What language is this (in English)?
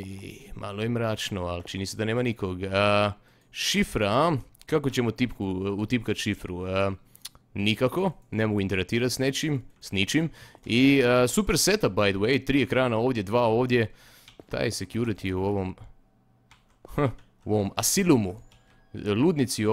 Croatian